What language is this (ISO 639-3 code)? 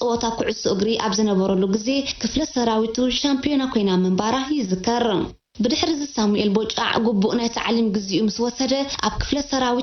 tir